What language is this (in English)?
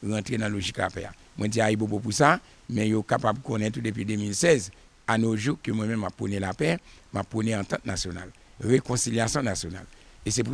Haitian Creole